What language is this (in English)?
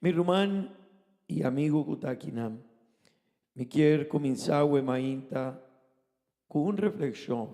Papiamento